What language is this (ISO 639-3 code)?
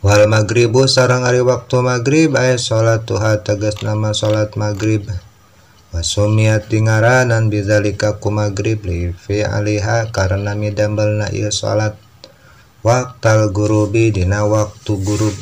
sun